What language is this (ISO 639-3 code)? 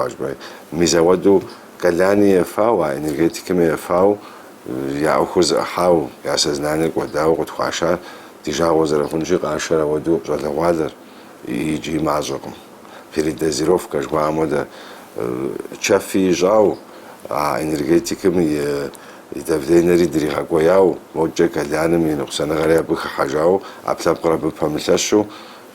kbd